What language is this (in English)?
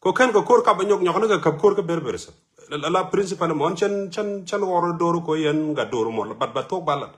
Nuer